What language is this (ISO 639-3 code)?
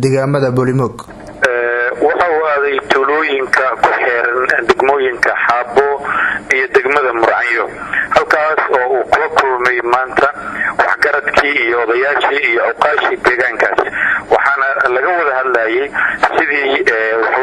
som